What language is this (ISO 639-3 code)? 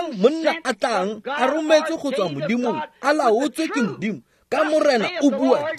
tsn